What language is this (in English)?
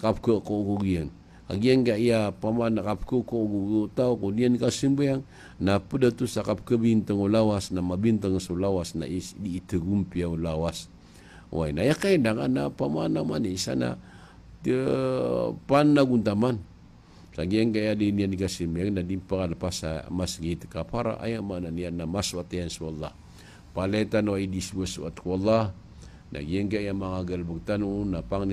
Maranao